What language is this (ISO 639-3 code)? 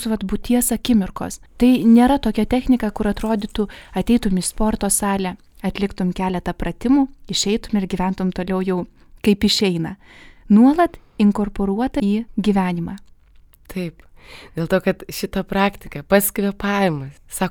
lit